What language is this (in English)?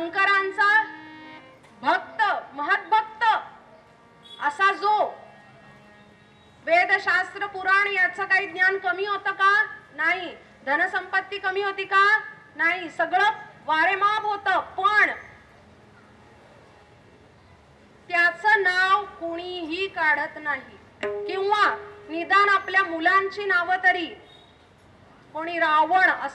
Marathi